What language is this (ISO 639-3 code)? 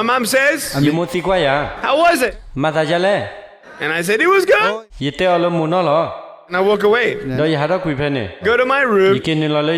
ksw